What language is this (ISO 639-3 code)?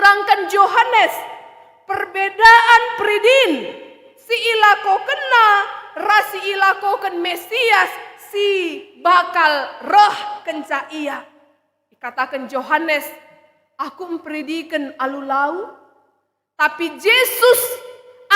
btx